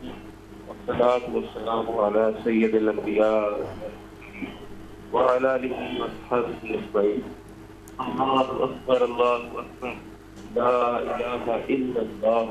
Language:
Urdu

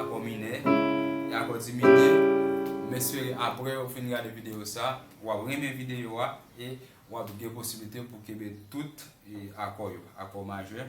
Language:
Haitian Creole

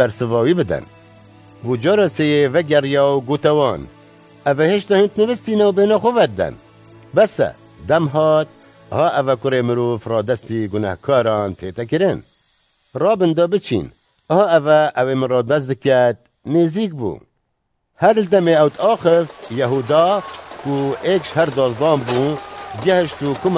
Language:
Kurdish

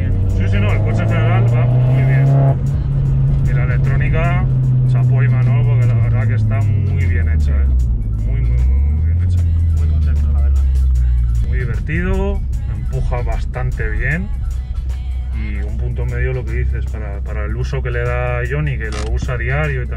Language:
Spanish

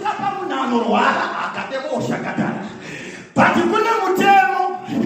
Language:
Shona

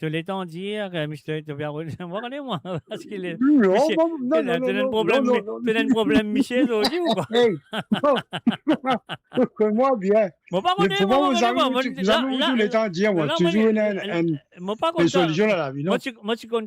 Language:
Morisyen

